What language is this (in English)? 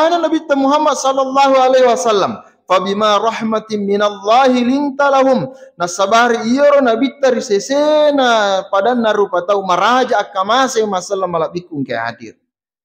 Buginese